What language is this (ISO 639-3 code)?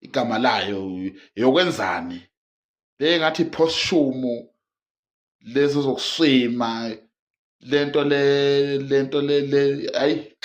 zul